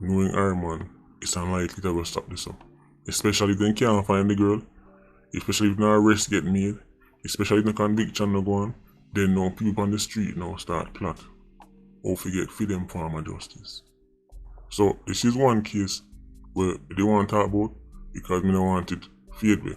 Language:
Jamaican Creole English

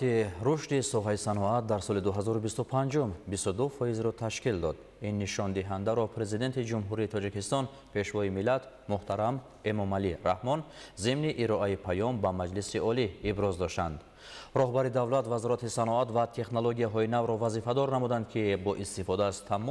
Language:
Tajik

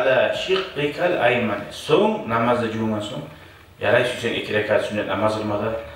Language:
Kumyk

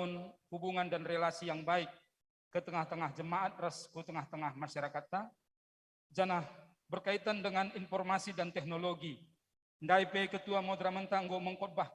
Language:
Batak Karo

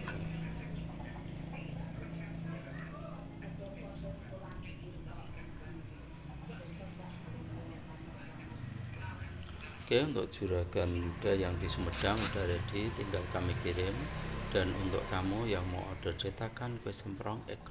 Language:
Indonesian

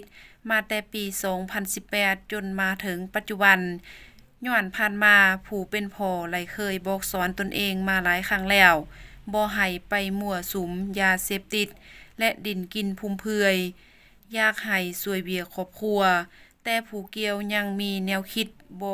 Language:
Lao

